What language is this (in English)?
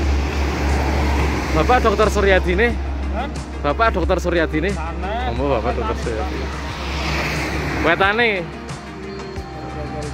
Indonesian